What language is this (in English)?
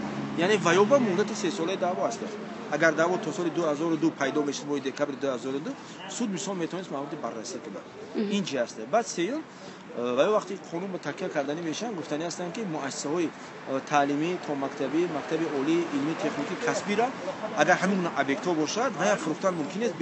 Tajik